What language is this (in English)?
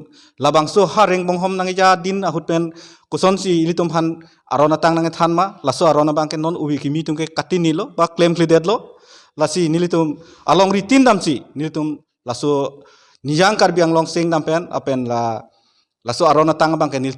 Karbi